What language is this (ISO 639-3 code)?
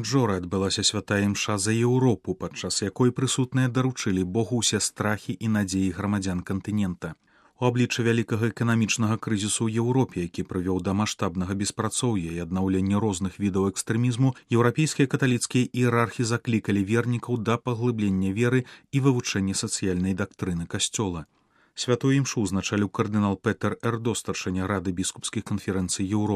bel